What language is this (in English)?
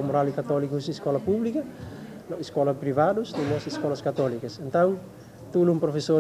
Tetum